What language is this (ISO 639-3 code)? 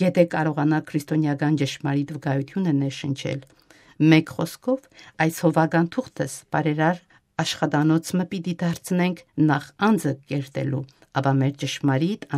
hye